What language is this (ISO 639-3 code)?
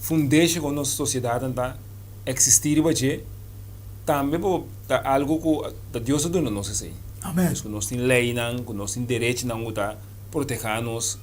pap